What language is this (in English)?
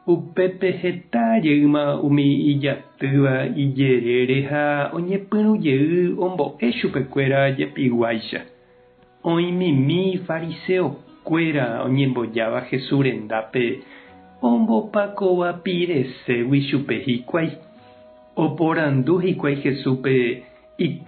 Guarani